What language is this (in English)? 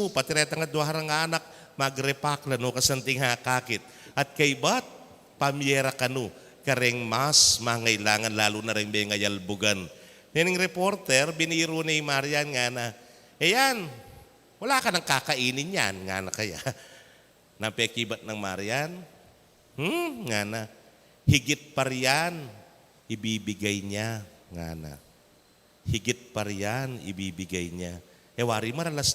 Pampanga